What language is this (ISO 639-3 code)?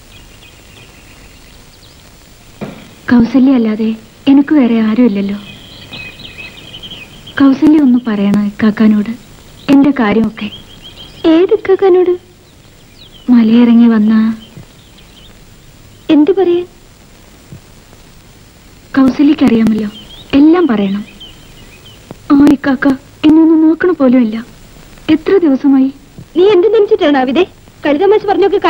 mal